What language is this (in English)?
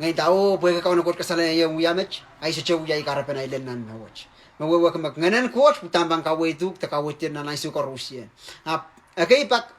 Pohnpeian